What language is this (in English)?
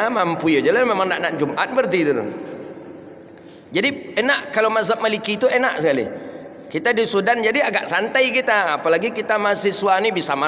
Malay